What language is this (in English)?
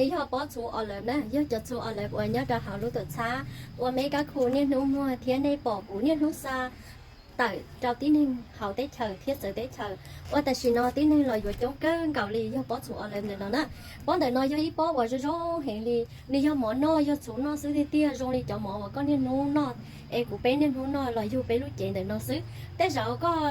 Hmong